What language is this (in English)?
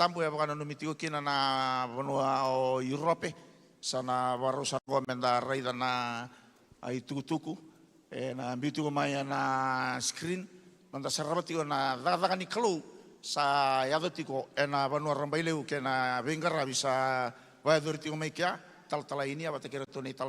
Fijian